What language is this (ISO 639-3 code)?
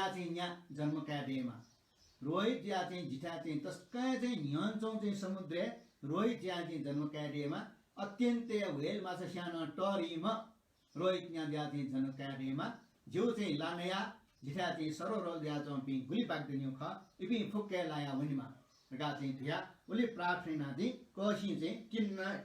new